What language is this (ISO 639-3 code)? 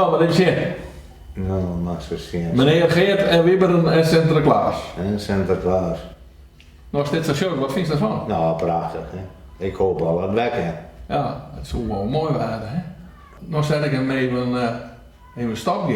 fry